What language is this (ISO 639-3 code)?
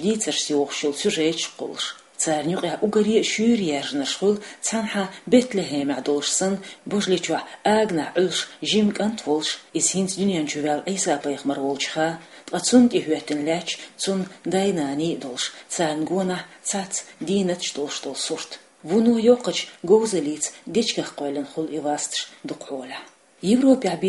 che